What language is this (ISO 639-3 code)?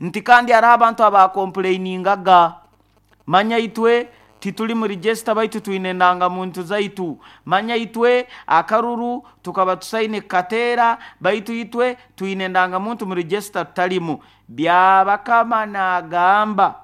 nyo